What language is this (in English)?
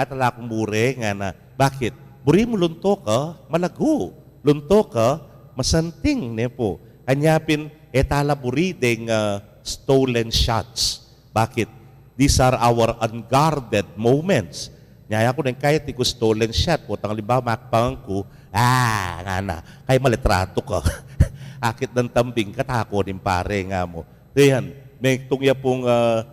Pampanga